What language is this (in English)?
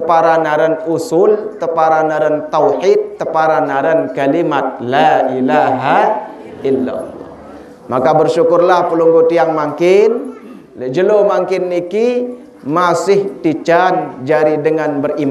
Sasak